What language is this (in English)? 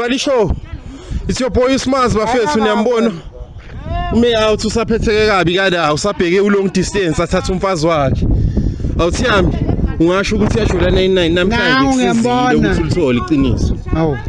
Zulu